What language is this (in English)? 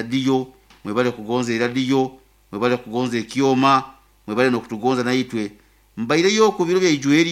Nyoro